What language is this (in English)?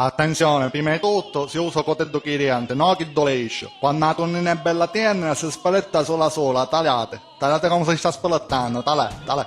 Sicilian